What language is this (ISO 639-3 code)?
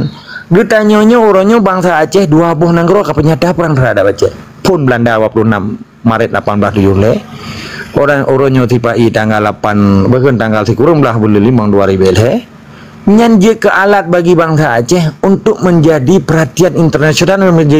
ace